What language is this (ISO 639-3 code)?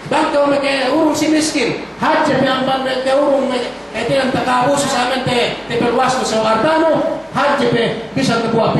yka